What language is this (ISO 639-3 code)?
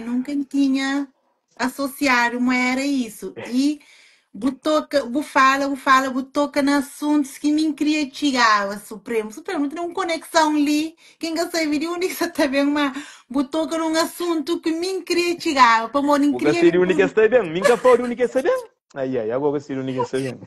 kea